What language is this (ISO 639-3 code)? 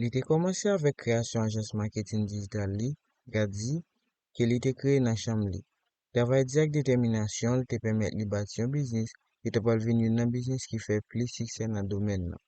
hat